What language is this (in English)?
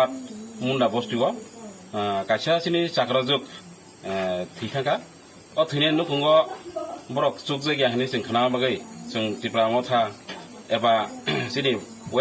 Kok Borok